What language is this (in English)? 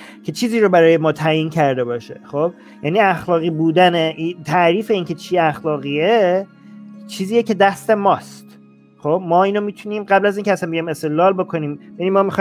Persian